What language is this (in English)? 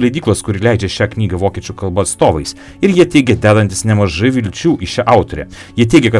Lithuanian